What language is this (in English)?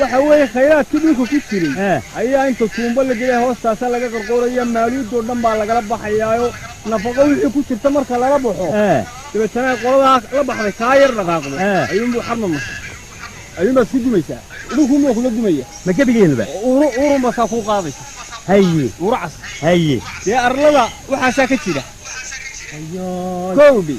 Somali